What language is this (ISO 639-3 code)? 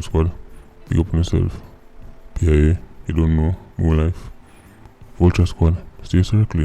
jam